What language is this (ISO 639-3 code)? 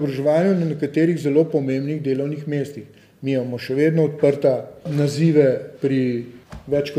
slv